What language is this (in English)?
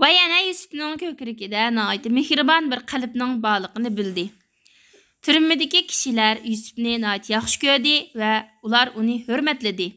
Uyghur